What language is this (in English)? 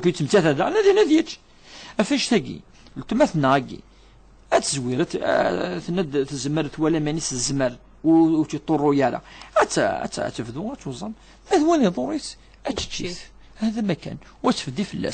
Kabyle